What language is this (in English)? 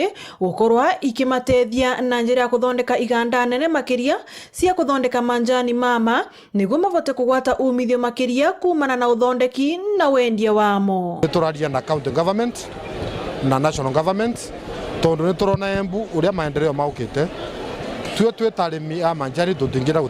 Meru